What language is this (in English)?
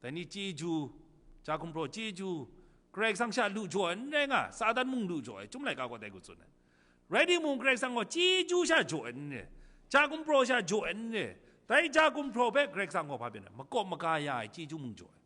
Kachin